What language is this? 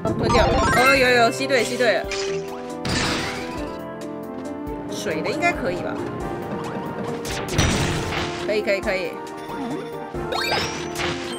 Chinese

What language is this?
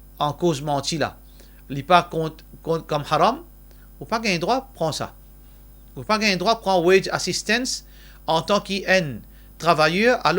Morisyen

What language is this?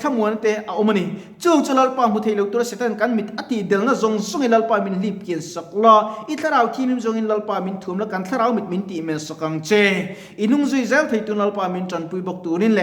Mizo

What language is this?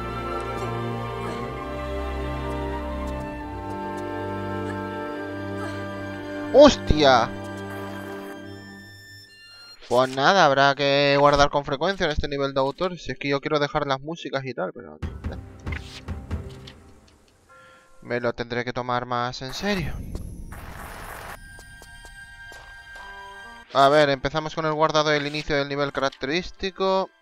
Spanish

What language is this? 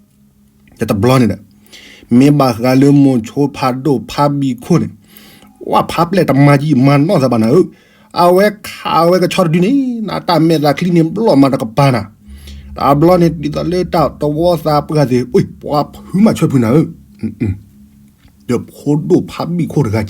S'gaw Karen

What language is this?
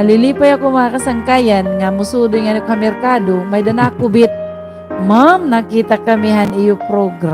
Waray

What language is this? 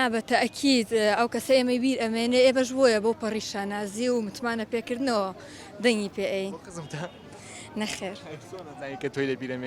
Central Kurdish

